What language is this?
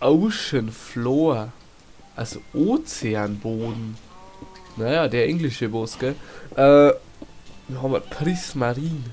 Bavarian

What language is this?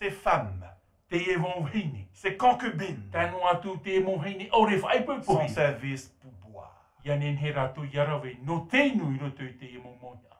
Tahitian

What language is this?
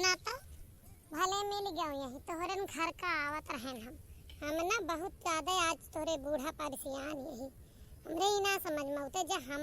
Awadhi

